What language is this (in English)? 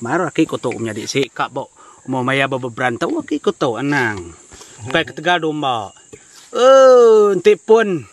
Iban